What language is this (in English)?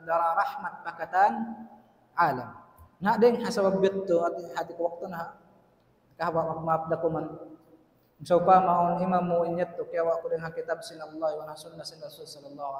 Tausug